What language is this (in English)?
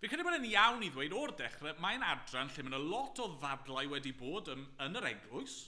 Welsh